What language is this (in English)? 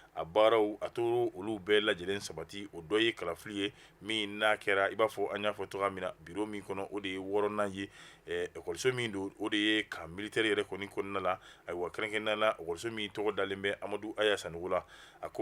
Bambara